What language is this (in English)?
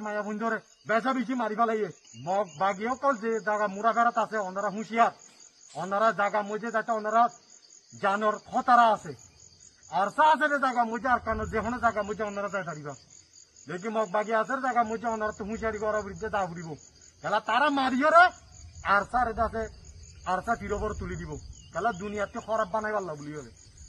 Rohingya